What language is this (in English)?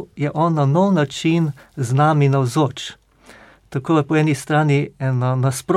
Slovenian